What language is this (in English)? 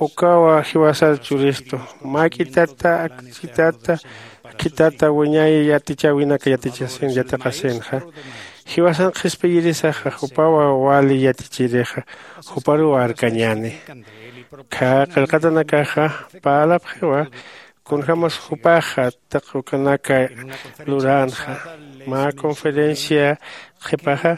Aymara